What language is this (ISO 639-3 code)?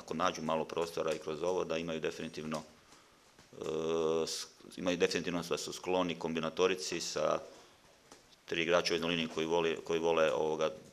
hrv